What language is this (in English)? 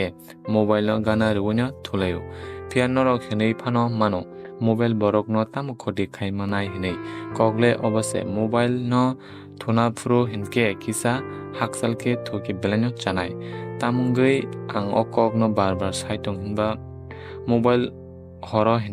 Kok Borok